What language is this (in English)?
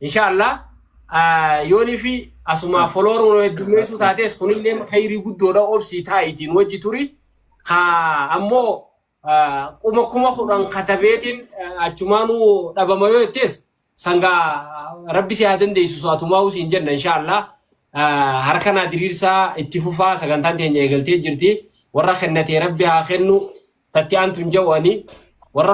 Oromo